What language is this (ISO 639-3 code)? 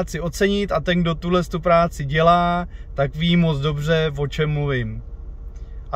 ces